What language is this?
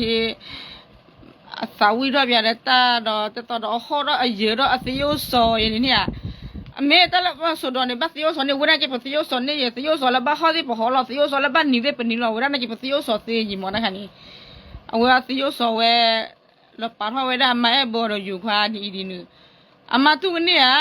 S'gaw Karen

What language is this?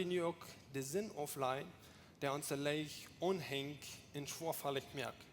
Plautdietsch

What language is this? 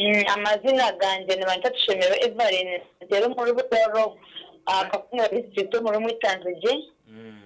Nyankole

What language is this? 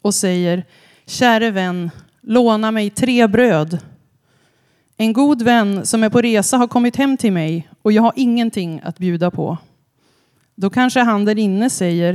Swedish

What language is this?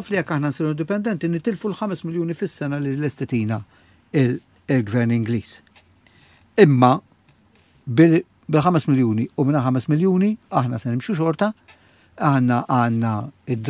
Maltese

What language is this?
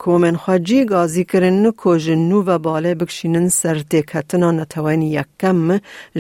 Kurdish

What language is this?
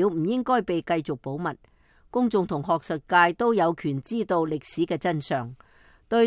Cantonese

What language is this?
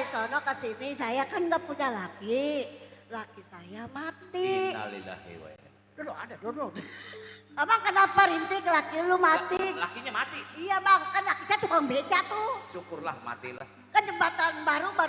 Betawi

